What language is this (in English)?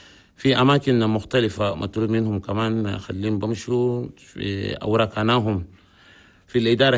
Chadian Arabic